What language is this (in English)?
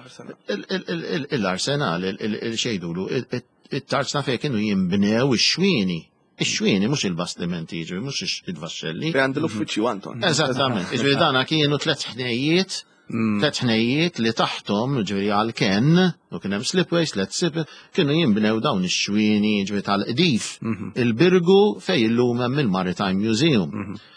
Maltese